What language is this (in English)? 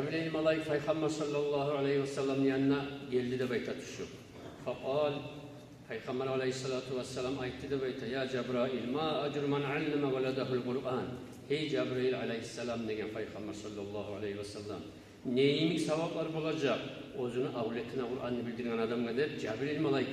Kumyk